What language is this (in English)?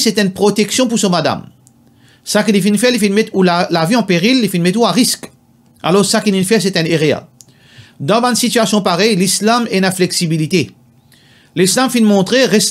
Morisyen